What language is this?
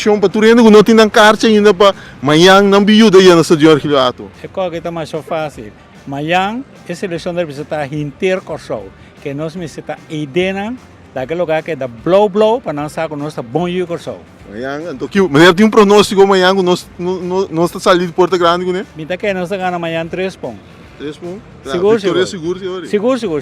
Papiamento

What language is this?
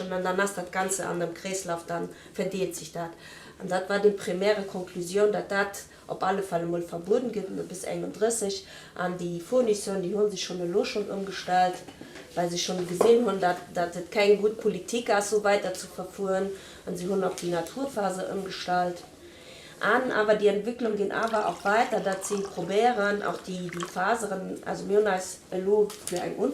Luxembourgish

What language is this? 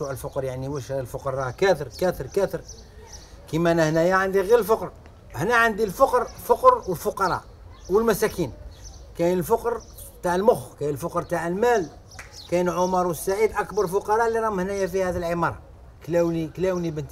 Algerian Arabic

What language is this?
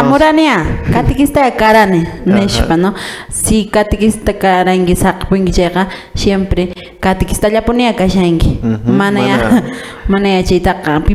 Quechua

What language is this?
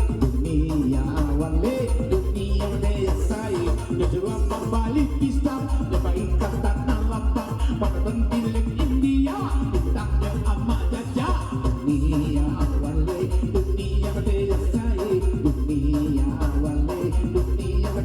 Minangkabau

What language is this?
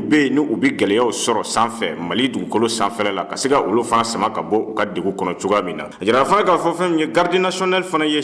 Bambara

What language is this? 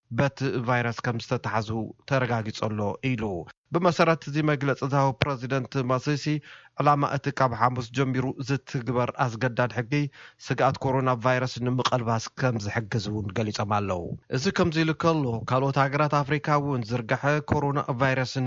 Tigrinya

